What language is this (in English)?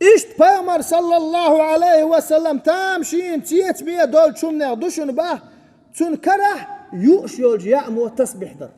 Chechen